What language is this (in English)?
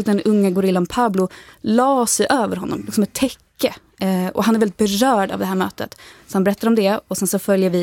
Swedish